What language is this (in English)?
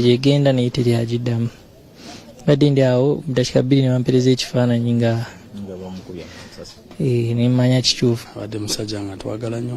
Ganda